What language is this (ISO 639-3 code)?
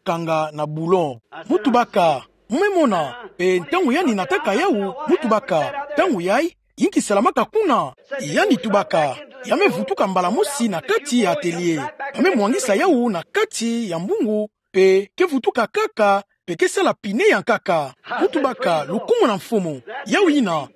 ktu